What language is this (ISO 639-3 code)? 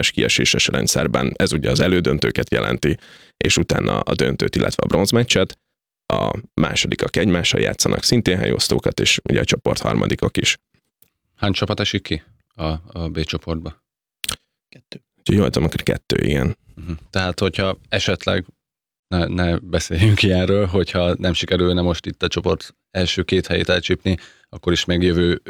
hun